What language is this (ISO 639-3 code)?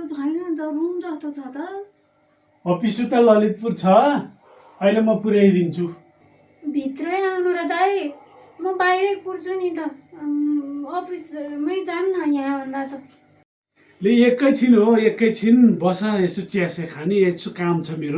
nep